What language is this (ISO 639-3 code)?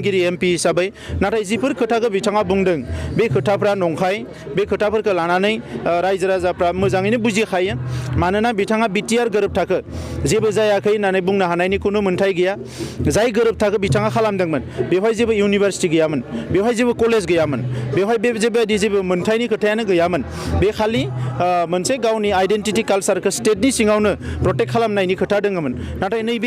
brx